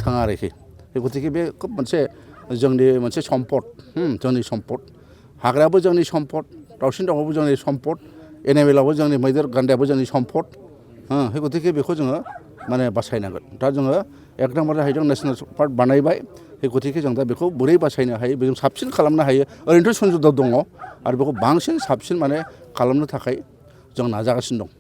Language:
Bodo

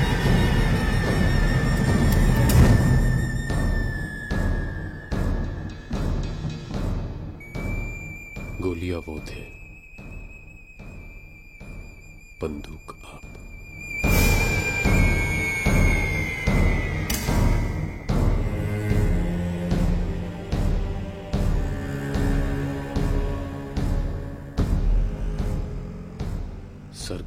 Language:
Hindi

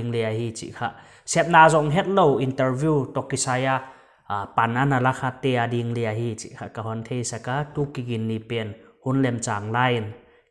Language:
Paite Chin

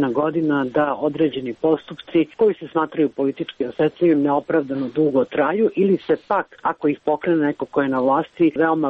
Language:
Serbian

